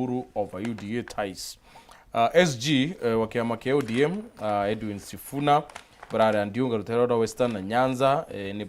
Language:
Meru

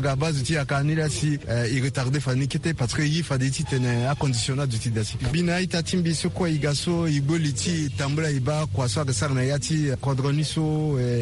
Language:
Sango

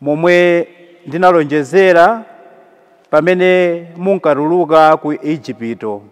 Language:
Nyanja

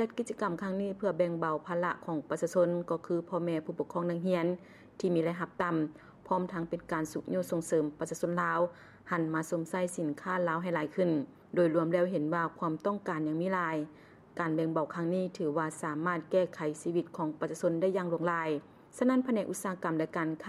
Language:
Lao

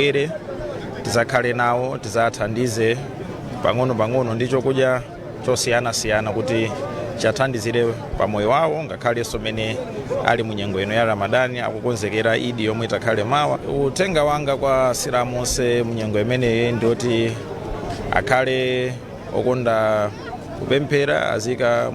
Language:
Nyanja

